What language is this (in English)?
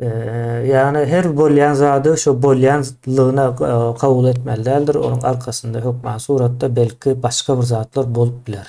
Turkmen